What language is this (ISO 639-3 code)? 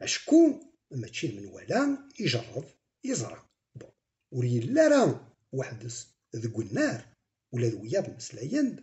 kab